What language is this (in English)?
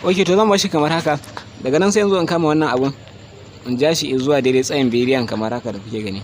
Hausa